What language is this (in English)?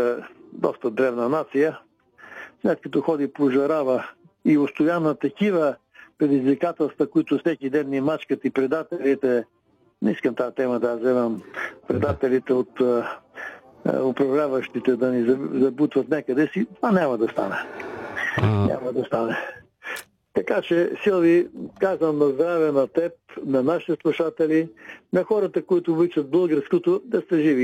Bulgarian